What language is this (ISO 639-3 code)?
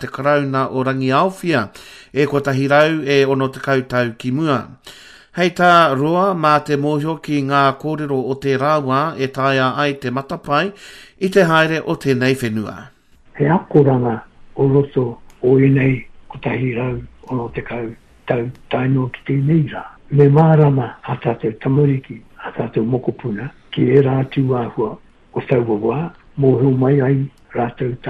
mri